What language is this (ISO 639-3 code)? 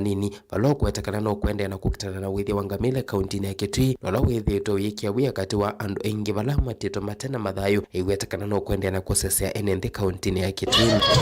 kam